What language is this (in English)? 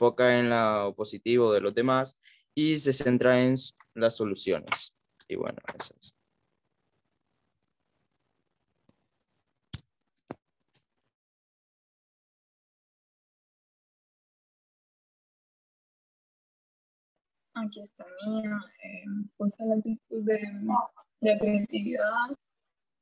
Spanish